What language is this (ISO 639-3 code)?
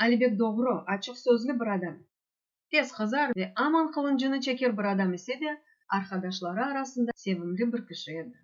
crh